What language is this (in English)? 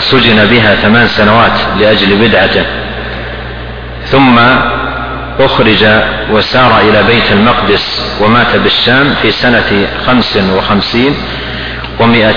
Arabic